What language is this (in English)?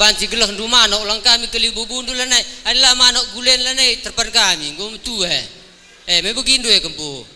Batak Karo